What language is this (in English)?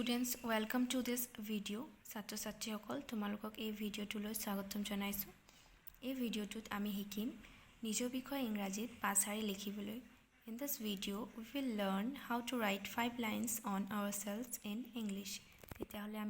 Assamese